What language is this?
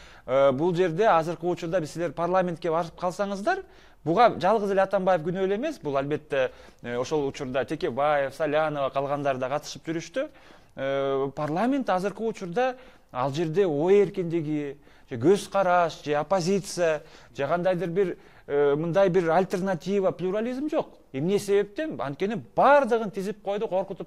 Kyrgyz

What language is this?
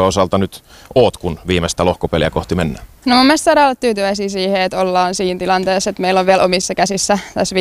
Finnish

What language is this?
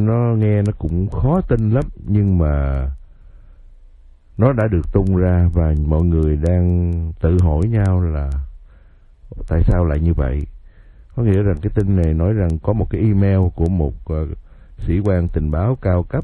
Vietnamese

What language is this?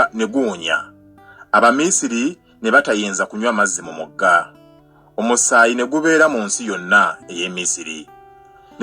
Ganda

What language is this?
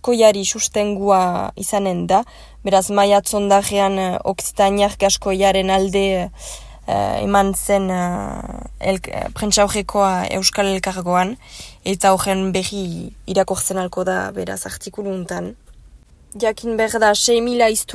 Basque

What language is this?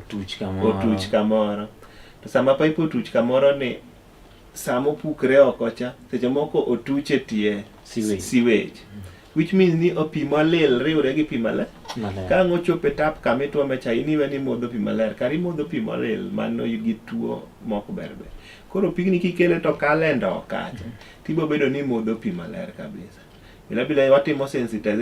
Luo (Kenya and Tanzania)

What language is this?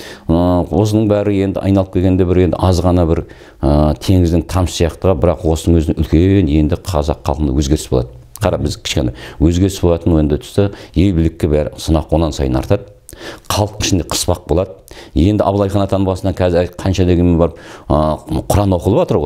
Kazakh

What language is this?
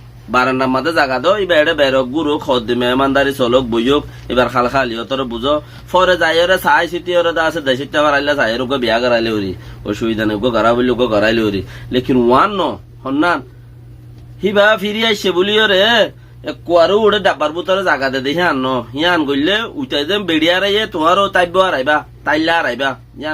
Rohingya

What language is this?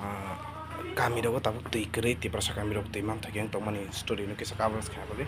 Kok Borok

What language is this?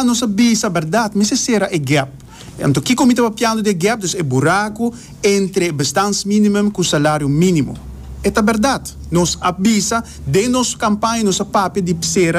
Papiamento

